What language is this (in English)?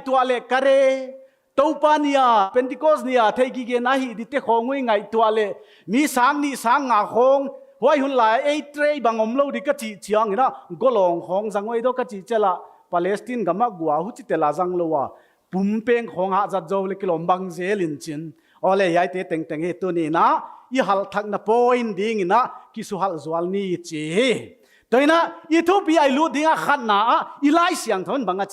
Paite Chin